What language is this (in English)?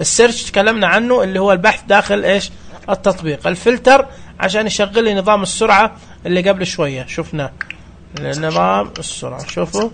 Najdi Arabic